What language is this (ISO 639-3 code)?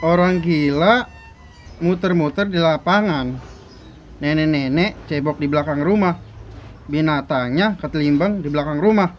bew